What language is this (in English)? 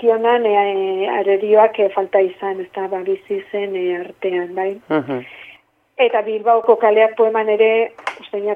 Basque